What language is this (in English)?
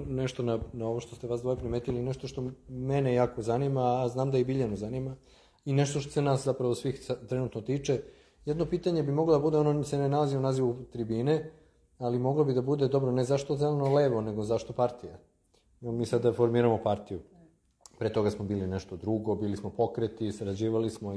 Serbian